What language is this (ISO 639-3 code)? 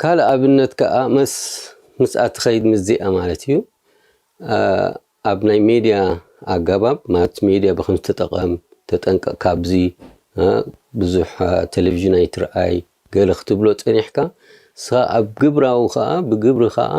tir